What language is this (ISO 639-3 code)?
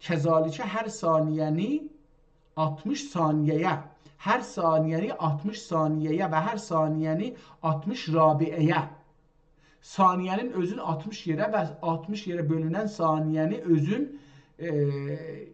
azb